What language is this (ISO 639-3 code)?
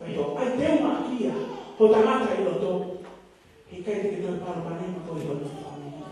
ton